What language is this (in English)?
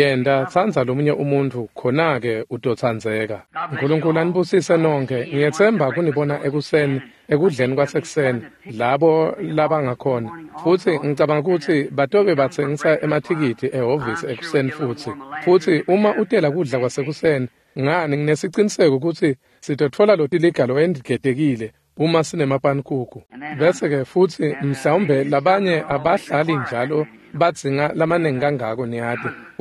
Swati